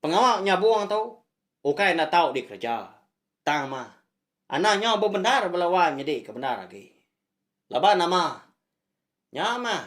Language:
Iban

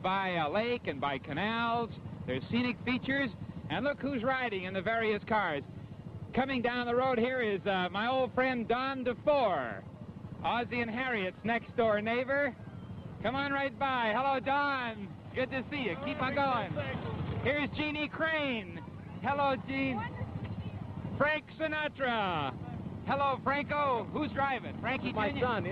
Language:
English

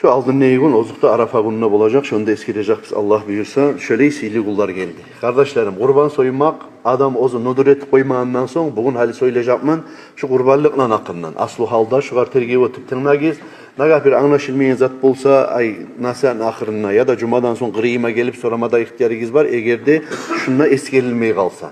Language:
Kumyk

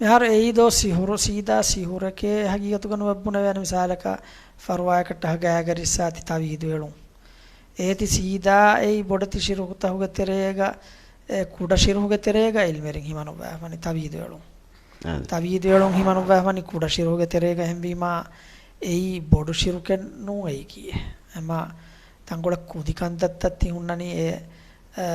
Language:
Divehi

